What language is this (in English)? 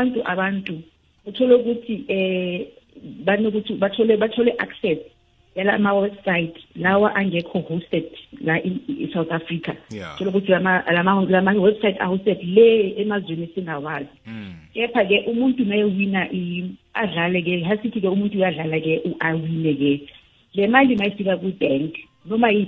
South Ndebele